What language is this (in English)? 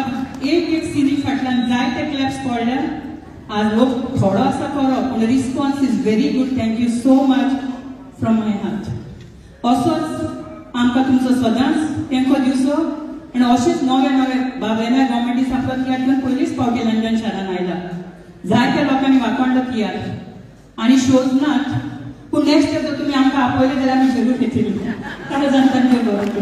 Konkani